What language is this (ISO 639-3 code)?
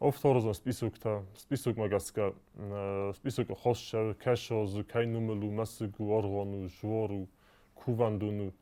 oss